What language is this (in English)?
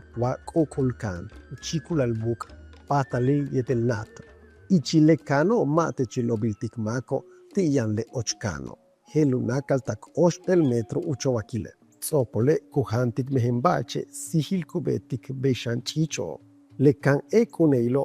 Yucateco